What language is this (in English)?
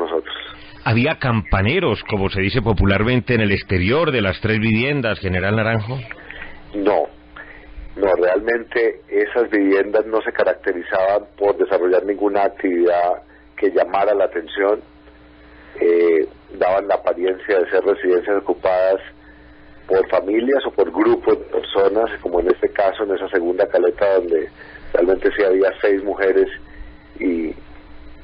Spanish